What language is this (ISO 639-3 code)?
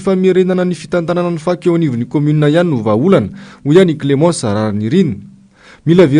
mlg